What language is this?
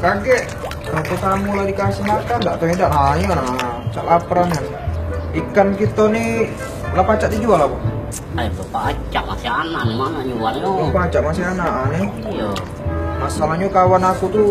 Musi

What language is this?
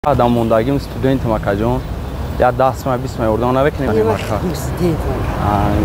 Tajik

